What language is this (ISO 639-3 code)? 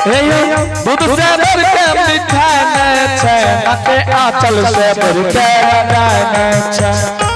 anp